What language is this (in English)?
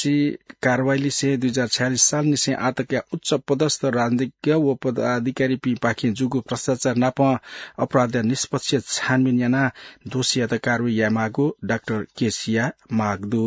Newari